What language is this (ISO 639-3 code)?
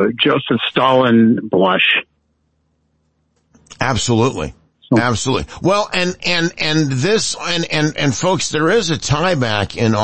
eng